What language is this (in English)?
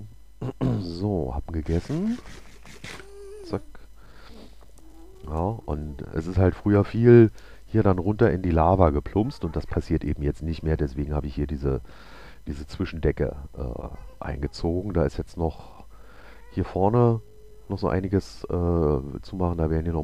German